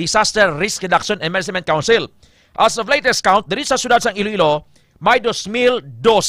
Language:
Hiligaynon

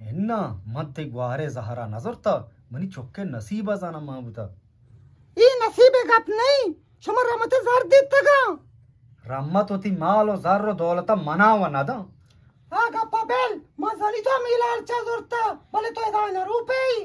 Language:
Eastern Balochi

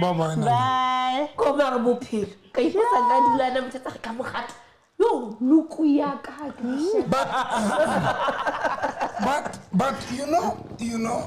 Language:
Southern Sotho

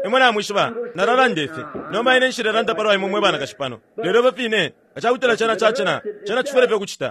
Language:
Bemba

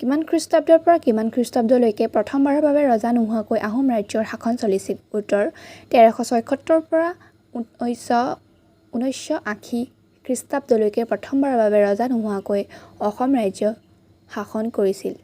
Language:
Assamese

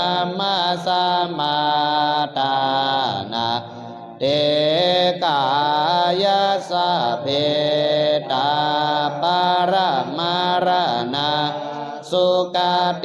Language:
Pali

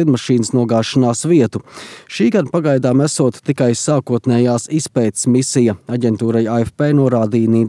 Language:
Latvian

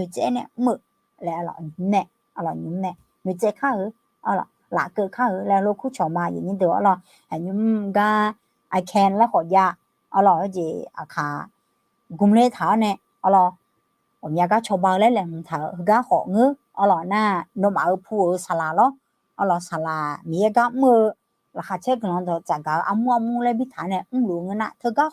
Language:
Akha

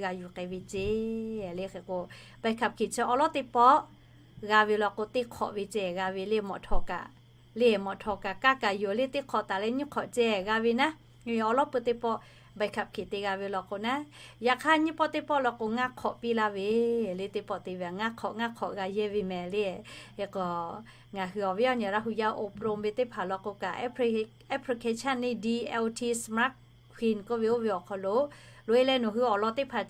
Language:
Lahu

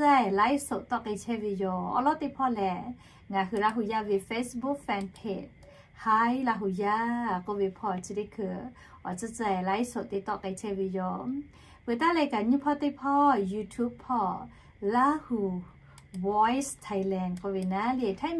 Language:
Lahu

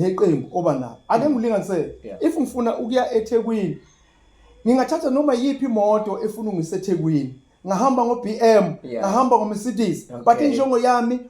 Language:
Zulu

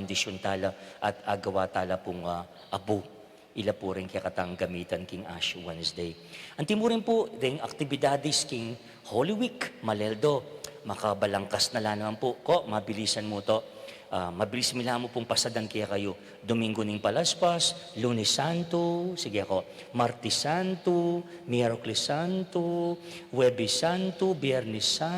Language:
Pampanga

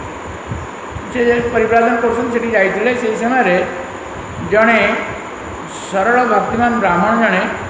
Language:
Odia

